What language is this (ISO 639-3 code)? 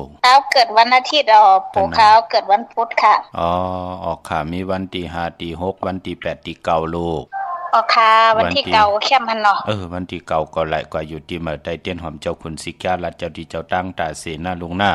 shn